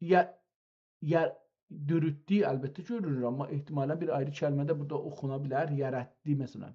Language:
South Azerbaijani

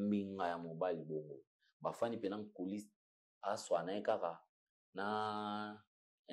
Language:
Lingala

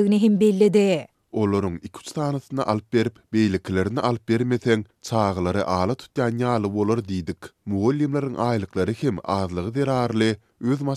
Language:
Turkmen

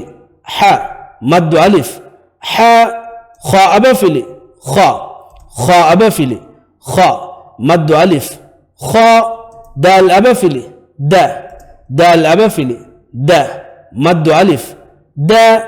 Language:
Divehi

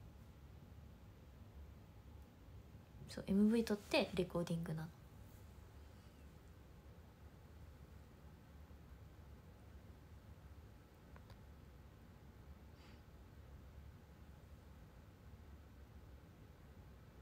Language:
Japanese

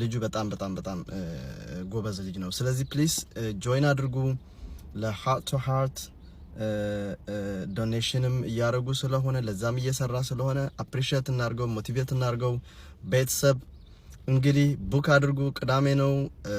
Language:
Amharic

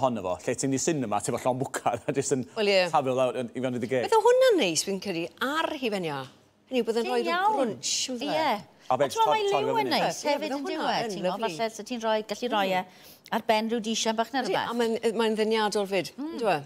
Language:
Welsh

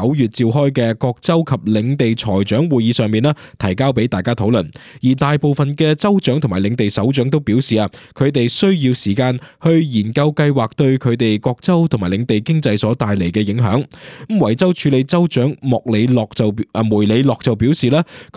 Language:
Cantonese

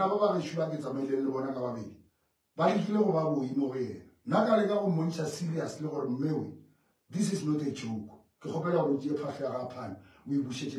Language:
Northern Sotho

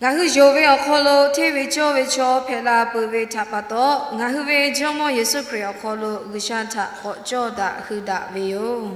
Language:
Lahu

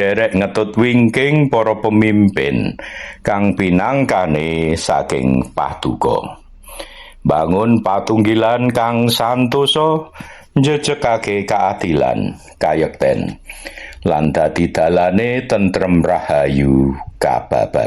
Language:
Javanese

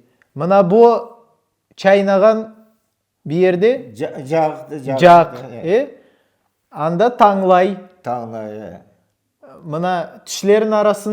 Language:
Crimean Tatar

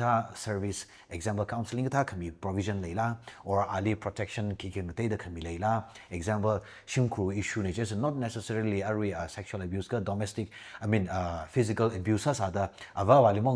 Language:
Tangkhul Naga (India)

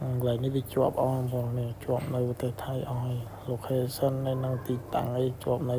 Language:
Khmer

